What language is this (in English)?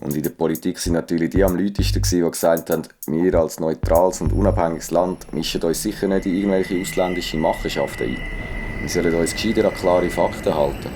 Swiss German